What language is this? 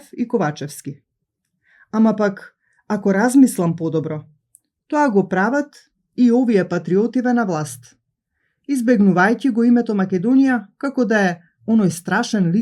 Macedonian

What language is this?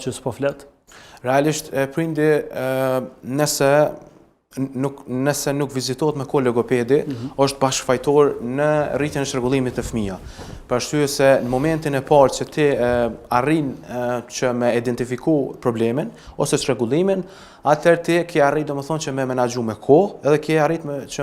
Albanian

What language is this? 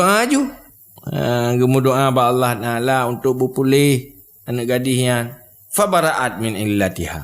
Achinese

